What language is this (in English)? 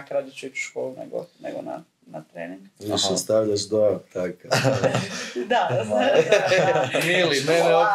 Croatian